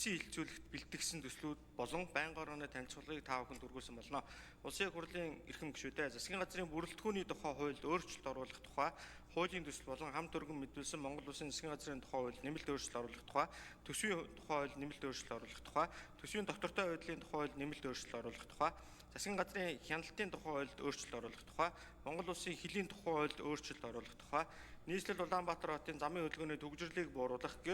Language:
Mongolian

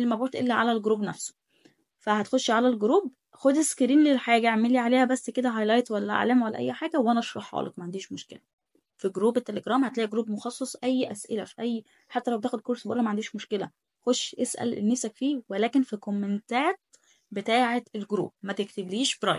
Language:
Egyptian Arabic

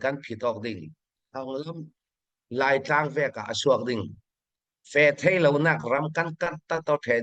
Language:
Hakha Chin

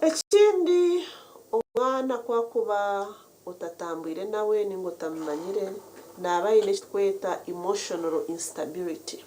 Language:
Nyankole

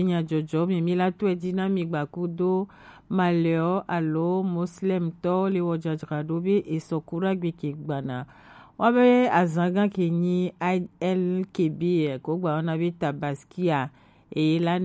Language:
Gen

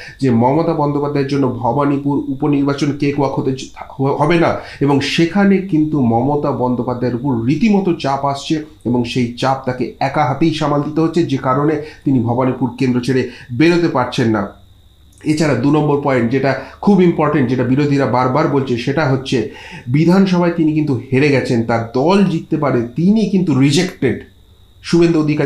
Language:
Bangla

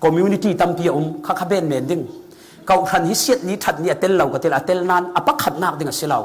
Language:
Falam Chin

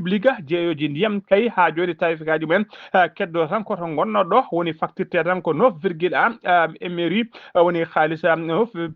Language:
Fula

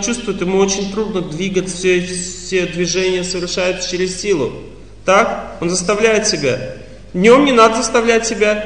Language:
Russian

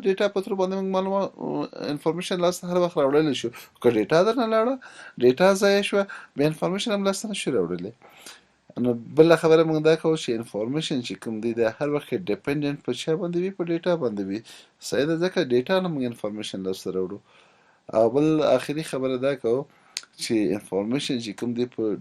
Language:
Pashto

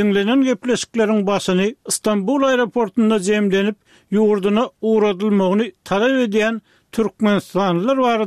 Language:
Turkmen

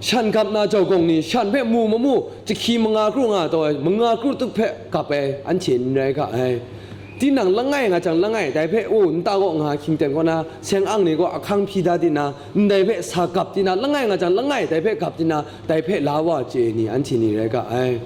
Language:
Kachin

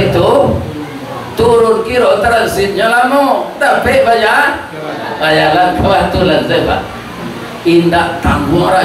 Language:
Minangkabau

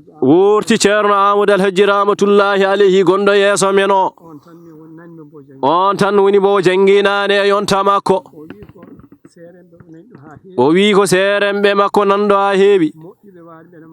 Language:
Fula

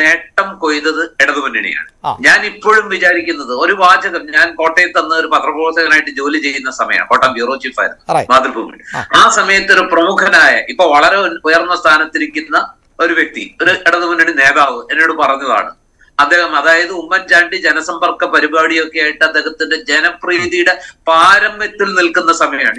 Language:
Malayalam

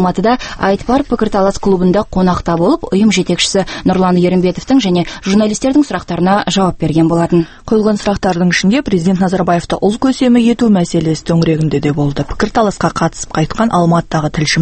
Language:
Kazakh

